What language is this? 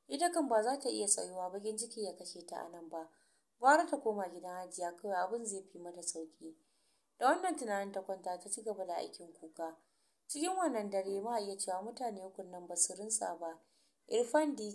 Hausa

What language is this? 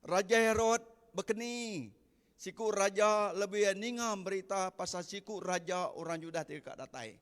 Iban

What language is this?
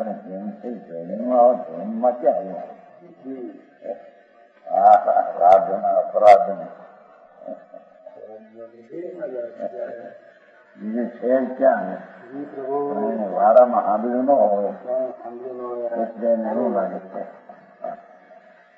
Gujarati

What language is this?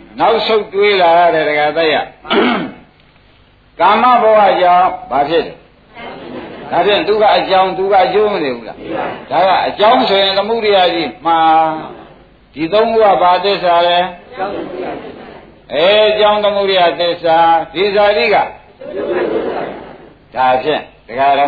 Burmese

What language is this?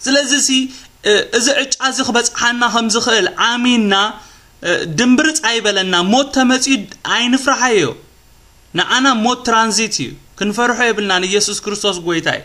Tigrinya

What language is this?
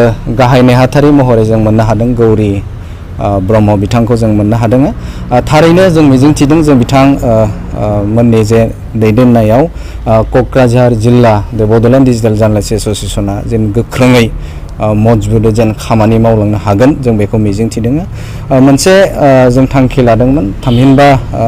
Bodo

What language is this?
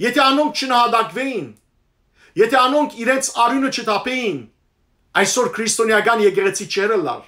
Western Armenian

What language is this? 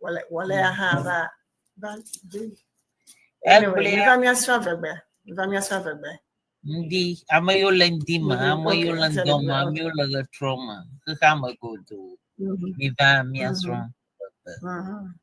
Ewe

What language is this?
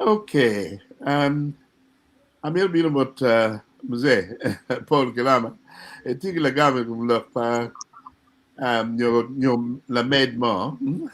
Acoli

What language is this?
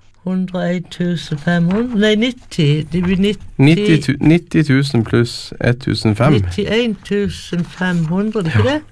Norwegian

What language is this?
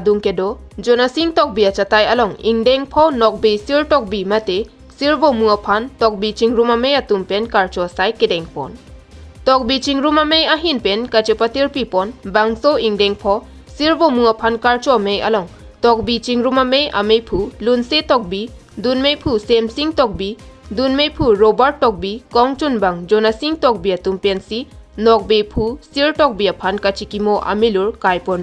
Karbi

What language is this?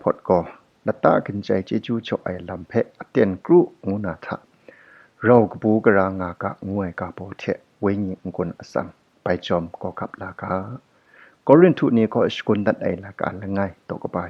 Kachin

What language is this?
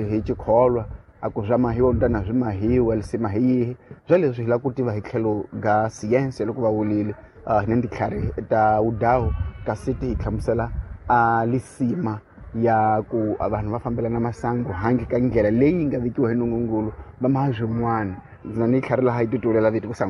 Tsonga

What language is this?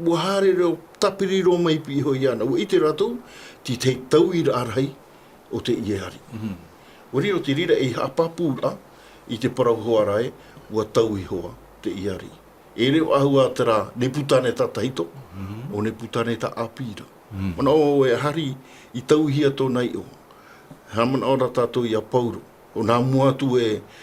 Tahitian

